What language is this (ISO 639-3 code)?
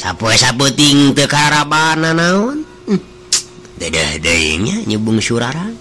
sun